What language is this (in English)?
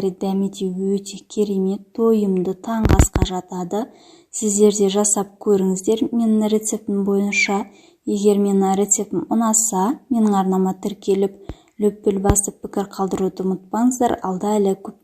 Kazakh